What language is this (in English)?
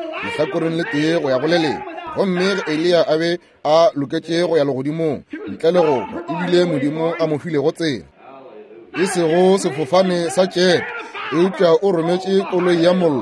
Northern Sotho